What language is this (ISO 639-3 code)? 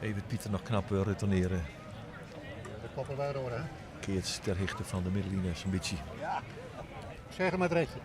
fry